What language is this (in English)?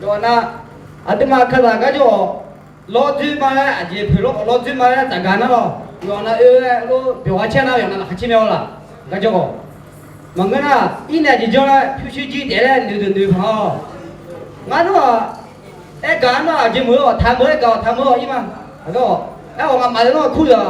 Akha